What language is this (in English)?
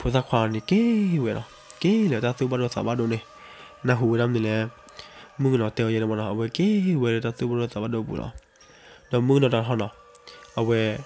S'gaw Karen